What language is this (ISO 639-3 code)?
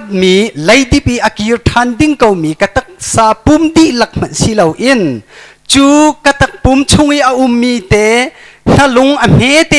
cnh